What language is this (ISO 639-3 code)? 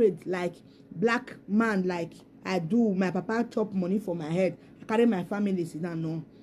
pcm